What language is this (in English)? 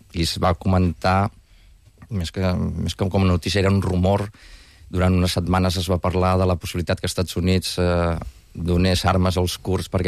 Catalan